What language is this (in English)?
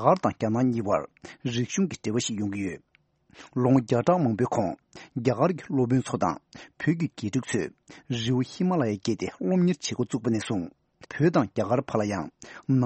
Tibetan